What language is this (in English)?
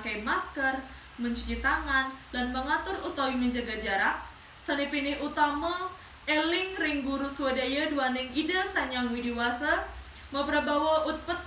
Balinese